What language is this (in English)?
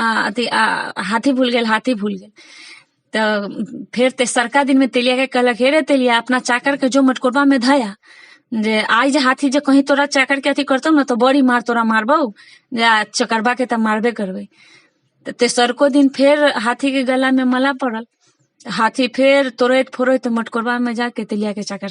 Maithili